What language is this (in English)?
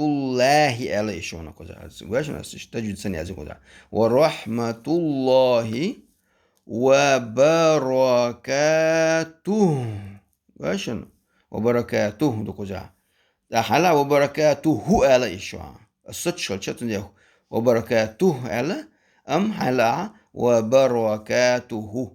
Chechen